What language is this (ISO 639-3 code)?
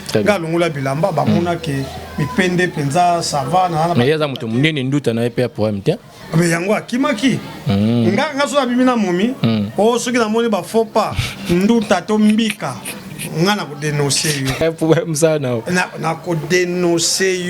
lin